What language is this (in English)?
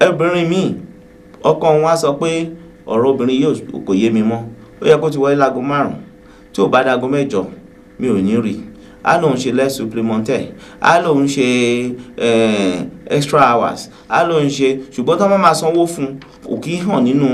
Yoruba